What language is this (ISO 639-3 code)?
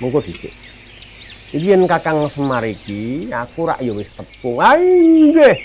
jav